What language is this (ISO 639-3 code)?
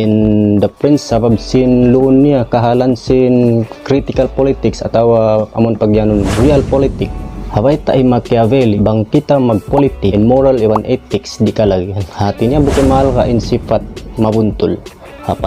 tsg